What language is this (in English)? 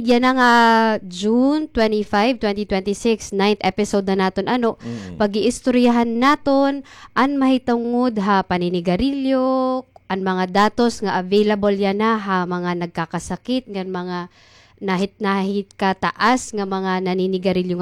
Waray